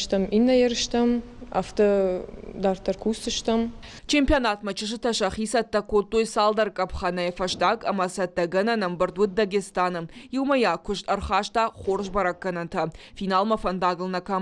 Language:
Ossetic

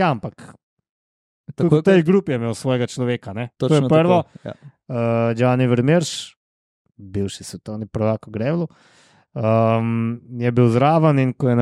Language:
Slovenian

